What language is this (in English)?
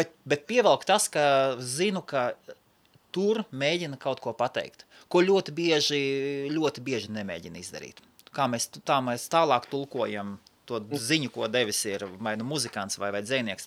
Latvian